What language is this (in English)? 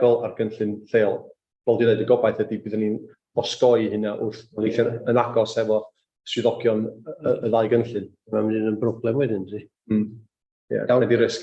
Welsh